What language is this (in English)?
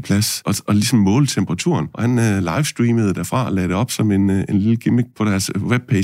Danish